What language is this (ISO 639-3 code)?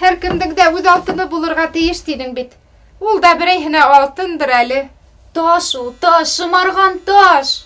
bak